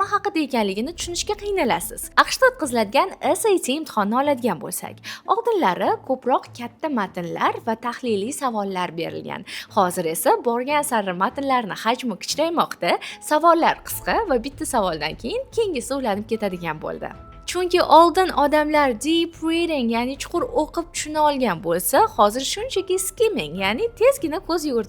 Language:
Uzbek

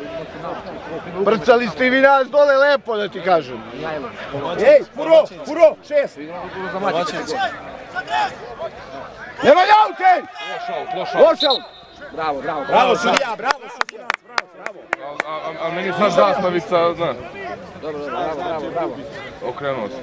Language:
Serbian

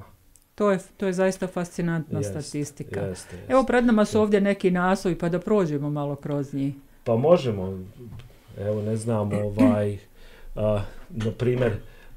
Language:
Bosnian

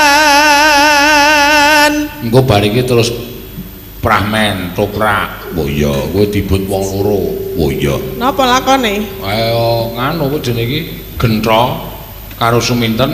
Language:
Javanese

